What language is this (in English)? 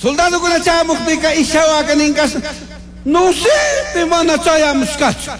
Chimborazo Highland Quichua